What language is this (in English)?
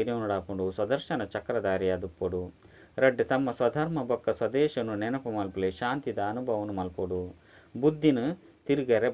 Tulu